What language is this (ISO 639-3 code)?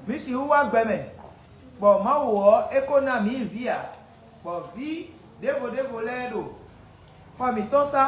fon